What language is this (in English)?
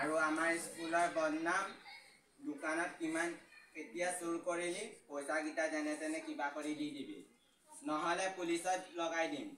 Assamese